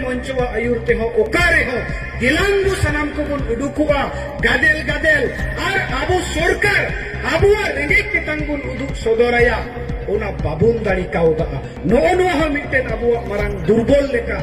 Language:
Santali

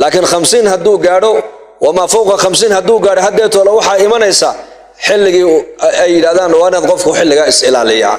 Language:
Somali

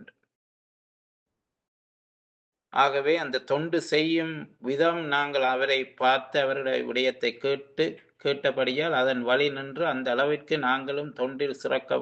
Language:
Tamil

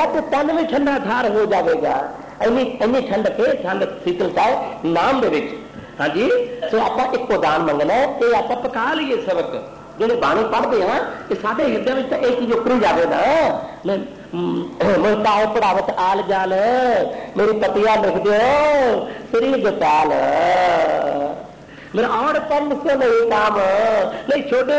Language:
Punjabi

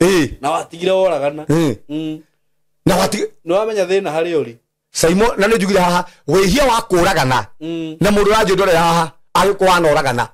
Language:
Kikuyu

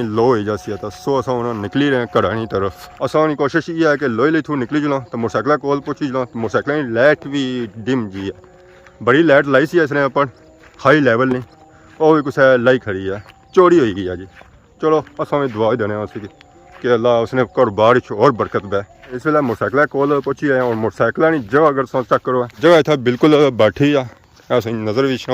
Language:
Pahari-Potwari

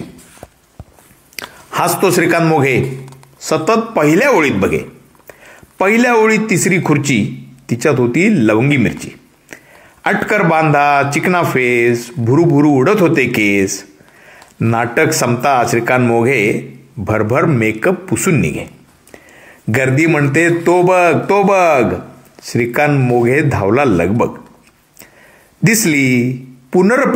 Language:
Marathi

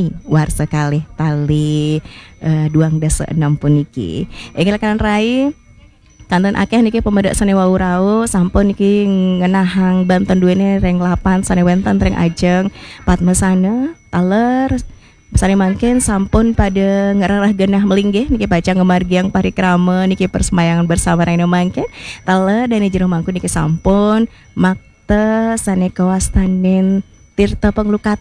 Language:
Balinese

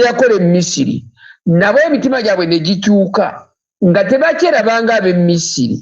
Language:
Ganda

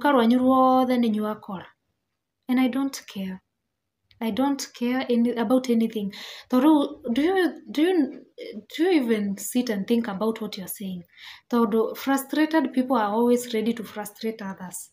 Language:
Kikuyu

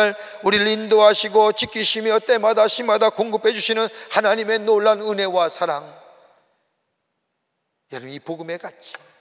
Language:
Korean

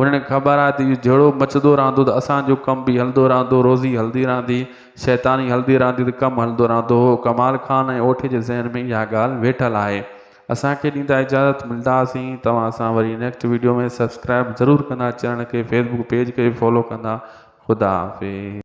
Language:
Sindhi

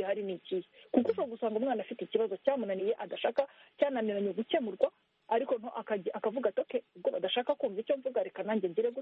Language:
Kinyarwanda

